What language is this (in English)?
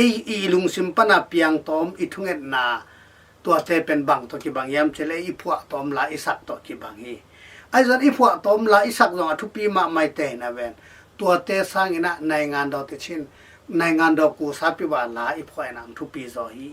Tedim Chin